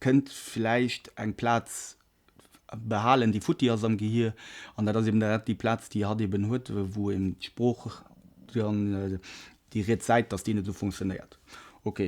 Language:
Luxembourgish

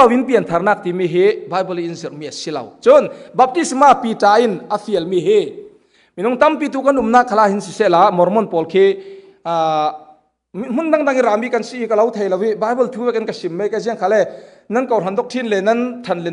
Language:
Falam Chin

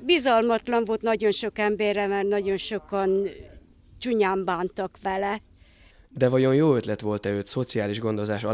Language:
Hungarian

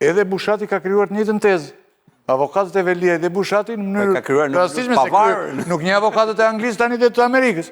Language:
Albanian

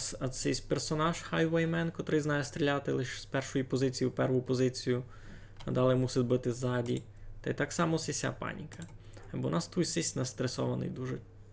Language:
Rusyn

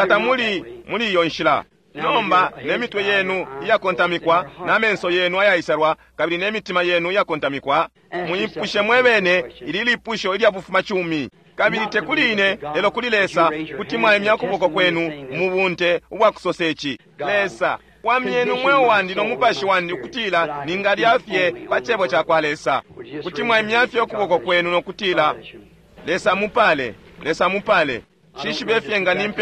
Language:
Bemba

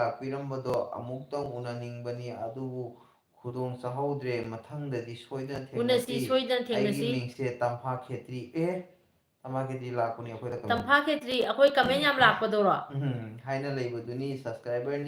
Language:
Manipuri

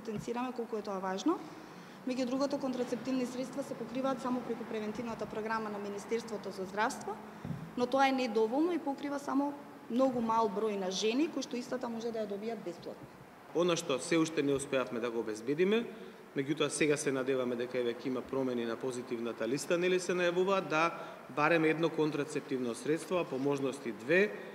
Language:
Macedonian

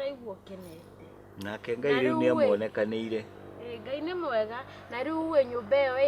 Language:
Kikuyu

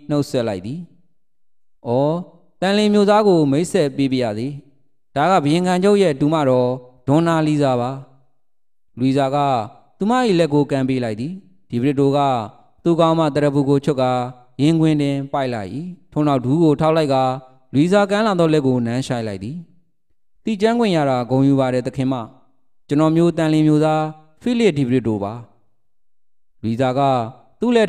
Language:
Burmese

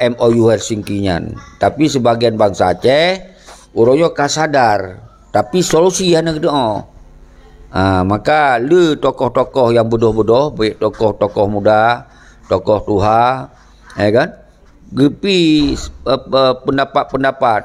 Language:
Achinese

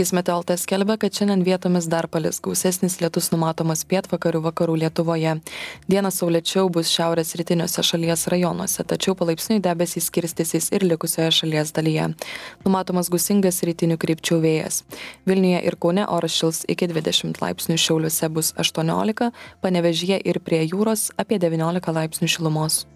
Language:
Lithuanian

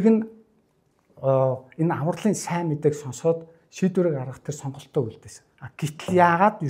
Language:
Mongolian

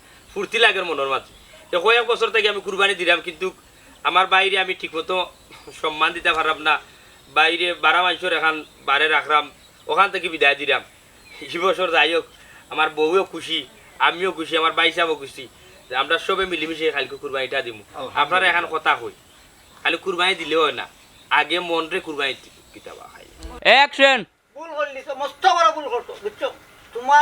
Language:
Sylheti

